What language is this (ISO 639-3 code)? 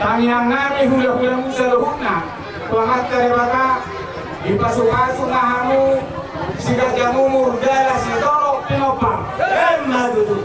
bbc